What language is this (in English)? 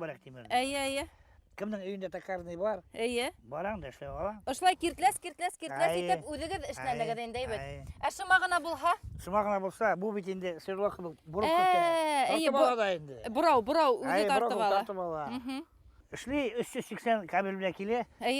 Bashkir